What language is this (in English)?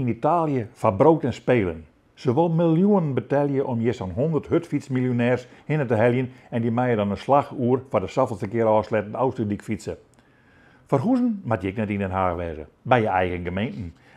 Western Frisian